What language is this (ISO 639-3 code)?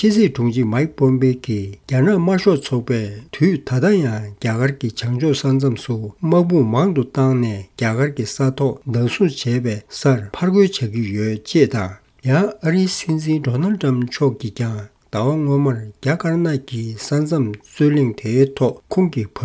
bod